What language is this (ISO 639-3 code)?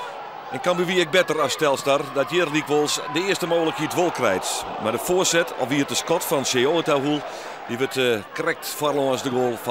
fry